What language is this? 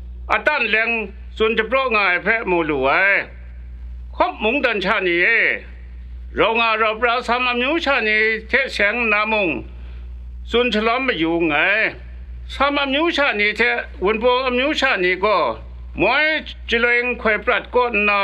Kachin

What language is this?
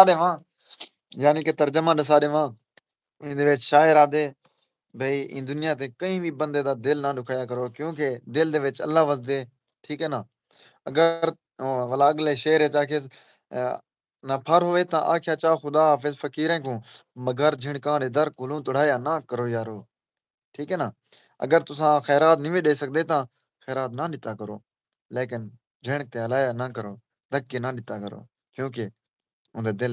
Saraiki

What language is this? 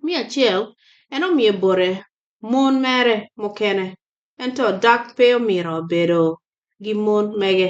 Acoli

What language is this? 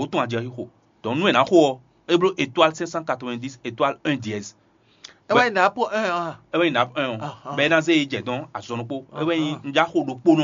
Fon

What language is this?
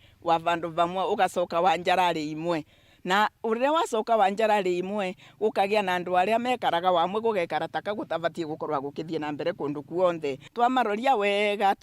Meru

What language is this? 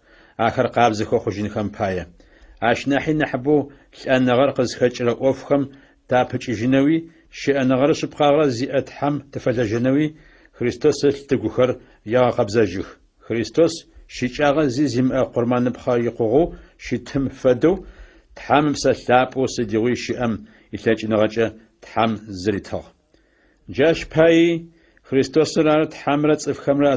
Adyghe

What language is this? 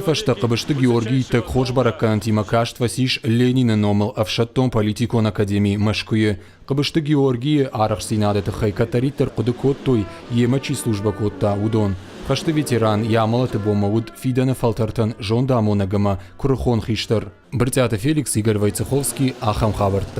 Ossetic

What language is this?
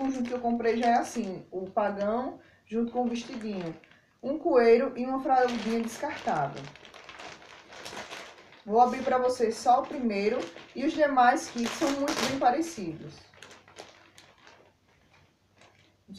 Portuguese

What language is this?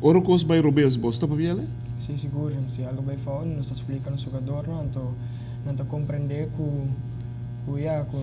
Papiamento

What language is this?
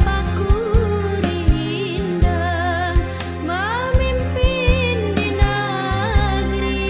Banjar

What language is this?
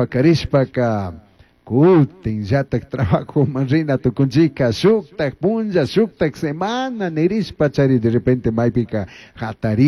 Chimborazo Highland Quichua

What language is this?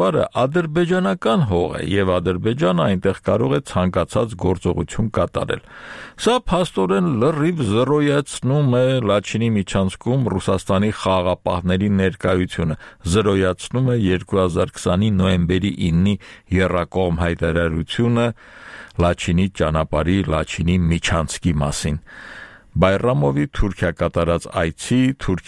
Armenian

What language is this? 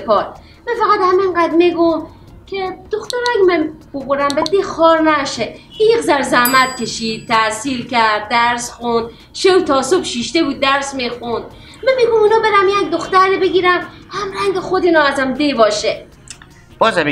Persian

